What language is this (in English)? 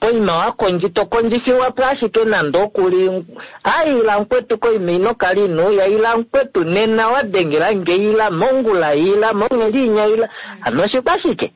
Kuanyama